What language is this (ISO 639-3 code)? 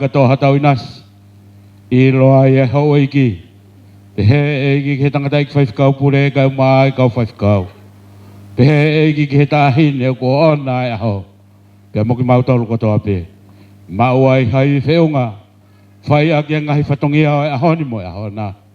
ton